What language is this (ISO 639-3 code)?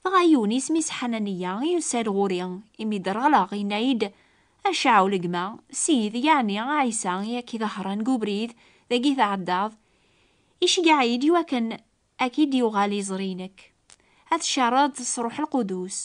kab